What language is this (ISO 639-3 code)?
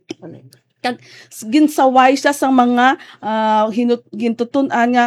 hil